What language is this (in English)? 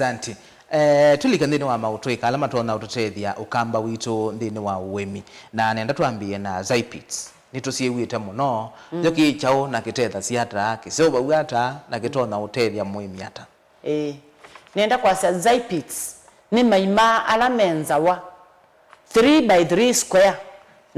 Kamba